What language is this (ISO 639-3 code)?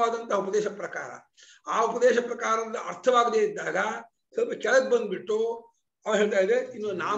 kan